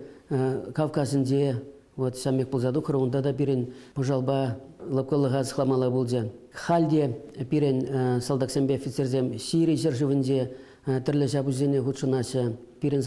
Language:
Chuvash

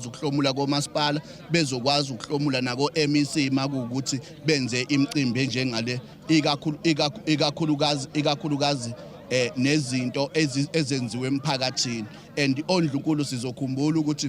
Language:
Zulu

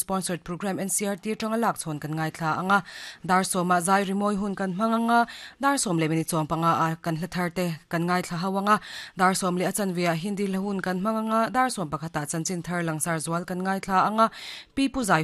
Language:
Mizo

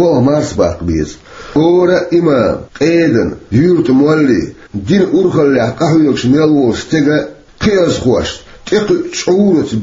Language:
Chechen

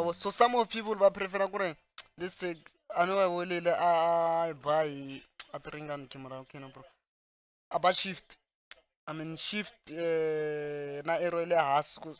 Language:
Tsonga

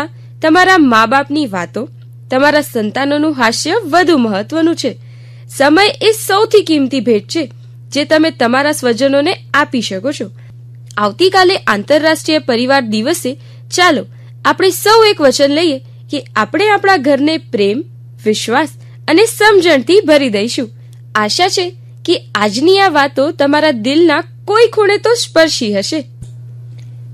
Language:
Gujarati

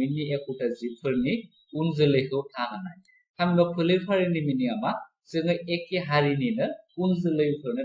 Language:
Bodo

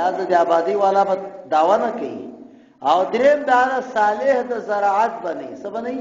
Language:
Pashto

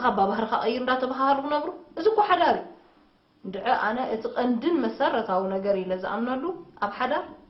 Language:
Tigrinya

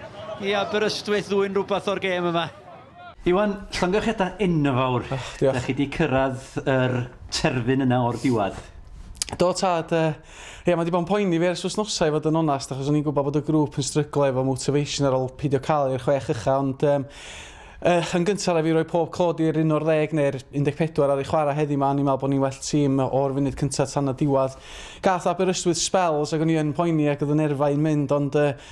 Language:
Welsh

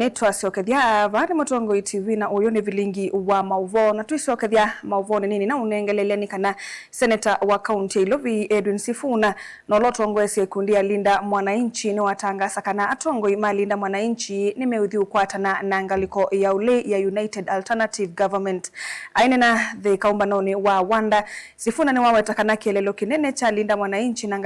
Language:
Kamba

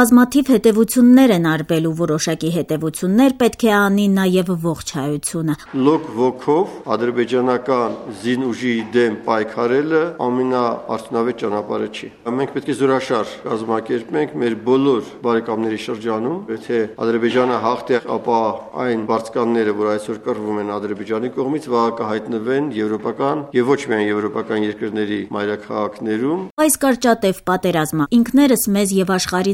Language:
Armenian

